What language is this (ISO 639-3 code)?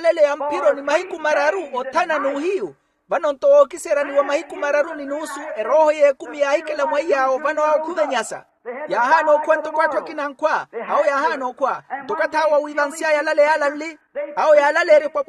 vmw